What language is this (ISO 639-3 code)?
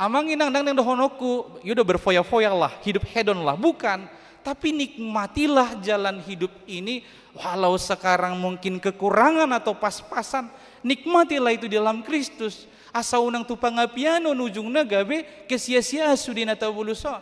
bbc